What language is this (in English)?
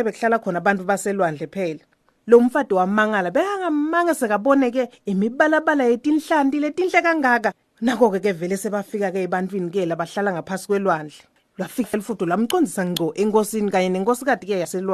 Swati